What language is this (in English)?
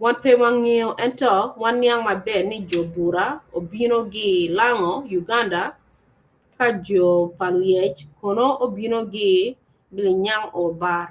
Acoli